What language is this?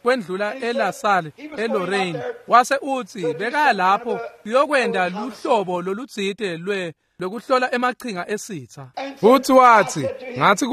Swati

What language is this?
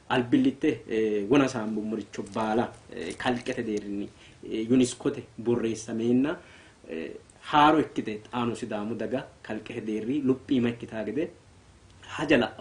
Sidamo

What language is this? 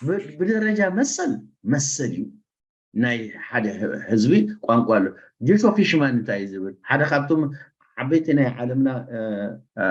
Tigrinya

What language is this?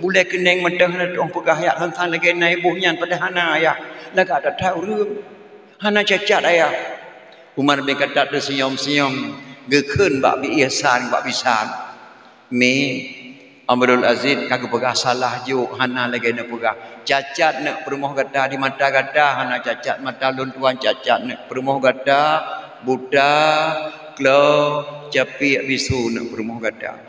Achinese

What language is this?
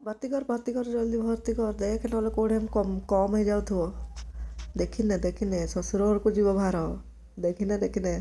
Odia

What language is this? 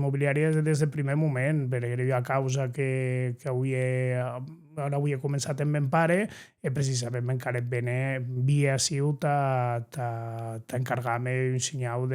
Occitan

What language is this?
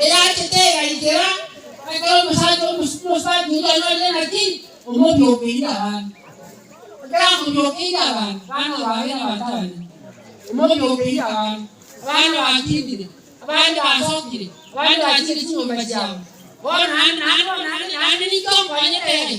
Gusii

